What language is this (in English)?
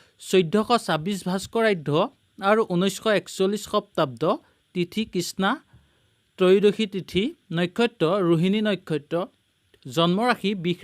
Assamese